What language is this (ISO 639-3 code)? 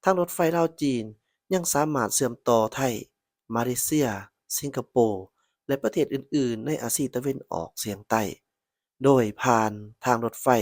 lao